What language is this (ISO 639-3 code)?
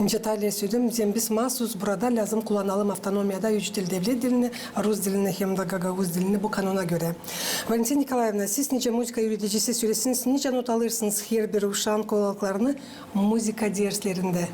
gag